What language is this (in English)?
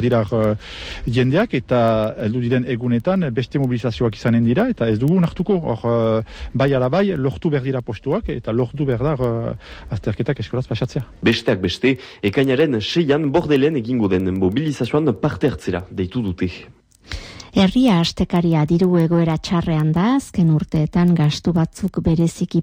Basque